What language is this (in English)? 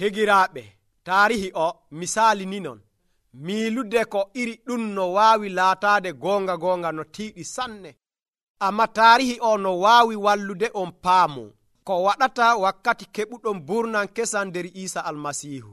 Nigerian Fulfulde